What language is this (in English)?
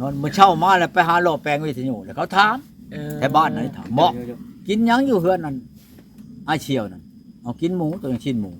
Northeastern Thai